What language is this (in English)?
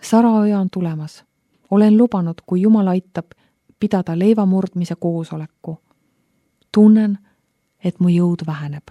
Estonian